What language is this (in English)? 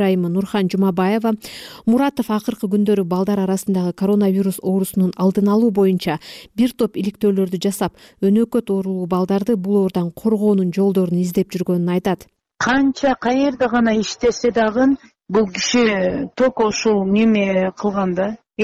Kyrgyz